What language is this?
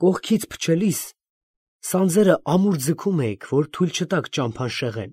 Armenian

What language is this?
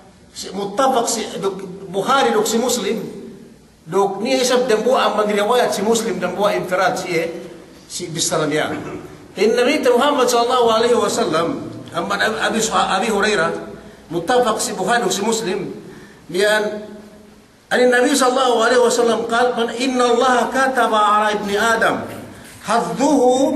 Yakan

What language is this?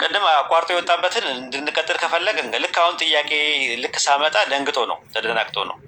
Amharic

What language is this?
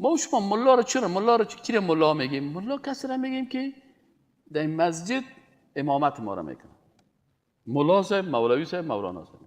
Persian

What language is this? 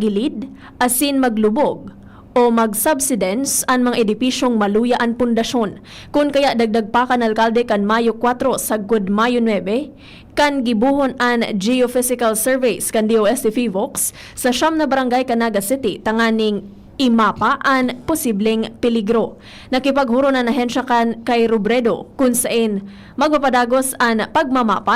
Bikol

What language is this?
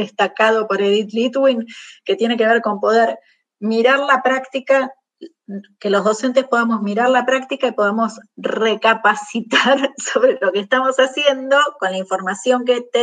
Spanish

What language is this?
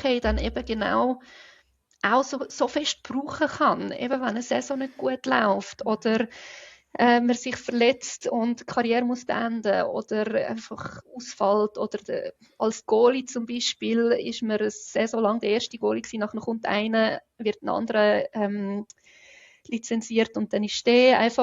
Swiss German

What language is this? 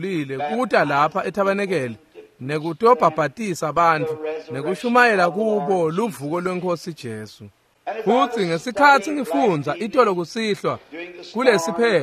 Swati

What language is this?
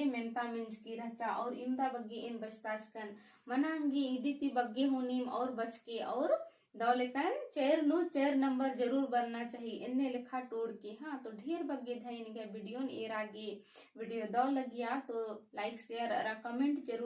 Kurukh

